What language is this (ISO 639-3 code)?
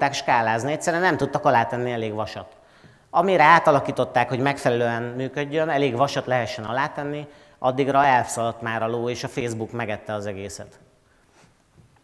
hun